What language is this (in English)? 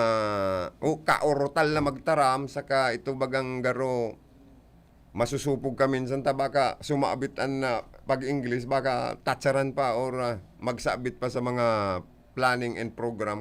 Bikol